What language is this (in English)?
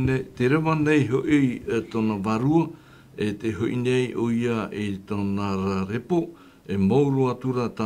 Tahitian